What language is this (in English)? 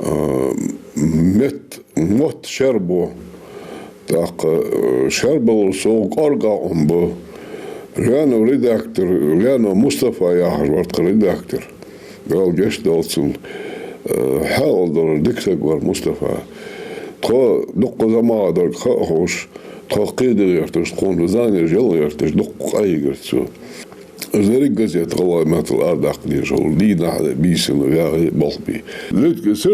Ingush